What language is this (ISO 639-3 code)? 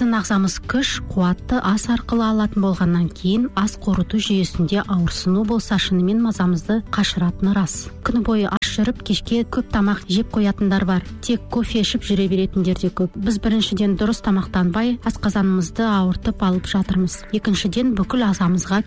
kaz